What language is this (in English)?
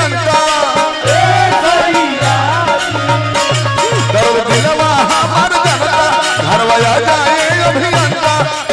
Bhojpuri